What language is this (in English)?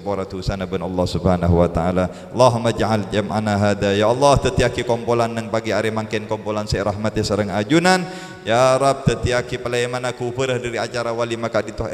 Madurese